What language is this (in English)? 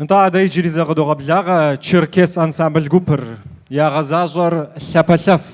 Kabardian